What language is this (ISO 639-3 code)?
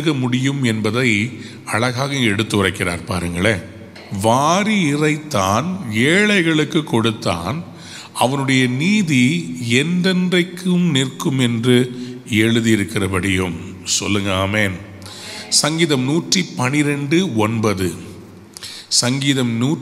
tam